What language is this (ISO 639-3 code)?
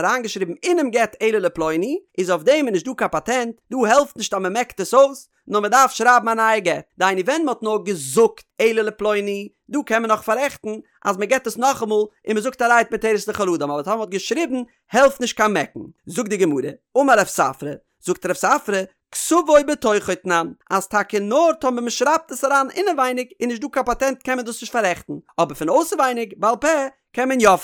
yid